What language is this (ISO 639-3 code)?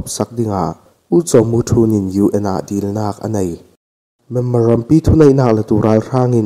cfm